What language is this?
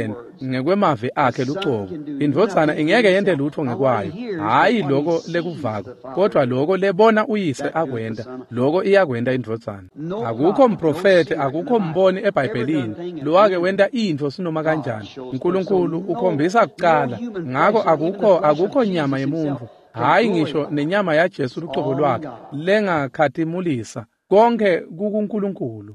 Swati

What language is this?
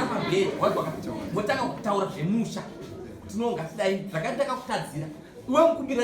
Shona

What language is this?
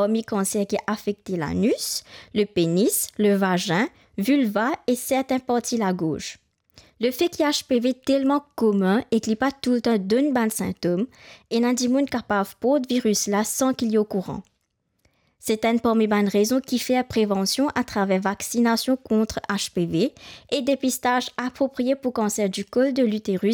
Morisyen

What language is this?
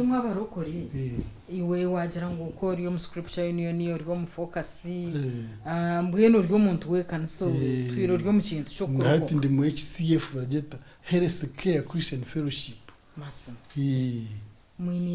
Nyankole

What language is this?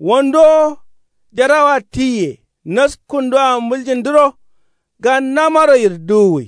Kanuri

